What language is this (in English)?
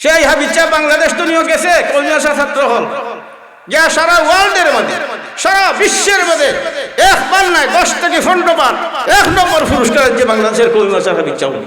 Sylheti